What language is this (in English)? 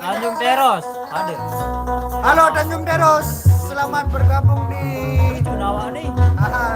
Sasak